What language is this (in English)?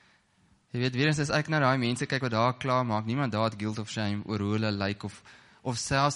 Afrikaans